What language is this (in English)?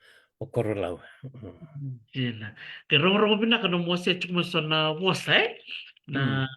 Fijian